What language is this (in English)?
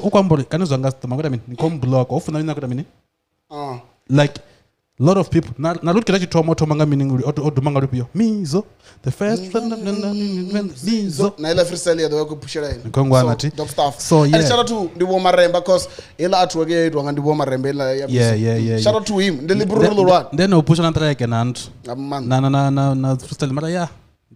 Venda